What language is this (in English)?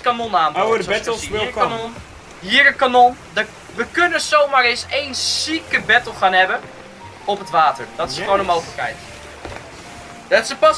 Dutch